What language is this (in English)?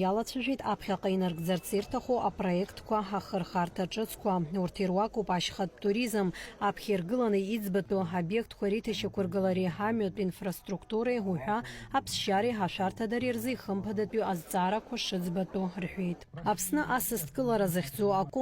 Abkhazian